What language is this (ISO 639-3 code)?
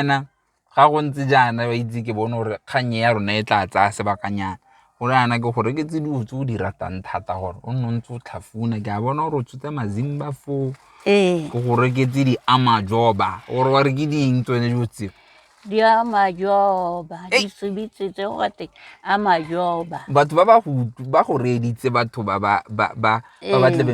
tsn